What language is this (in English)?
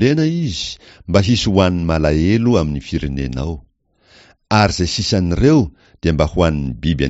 Malagasy